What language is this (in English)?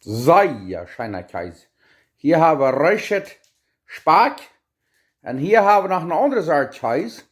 Plautdietsch